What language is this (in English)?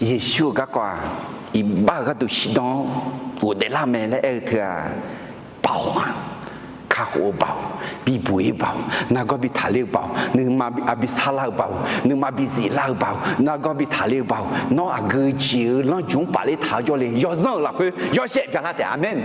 Akha